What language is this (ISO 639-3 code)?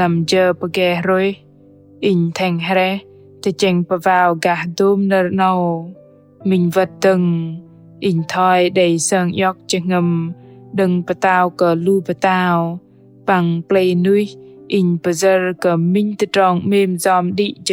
bdq